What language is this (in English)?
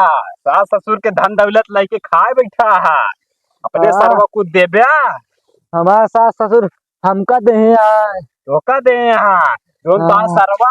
Awadhi